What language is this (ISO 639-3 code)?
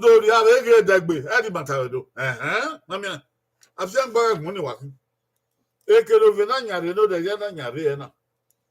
bin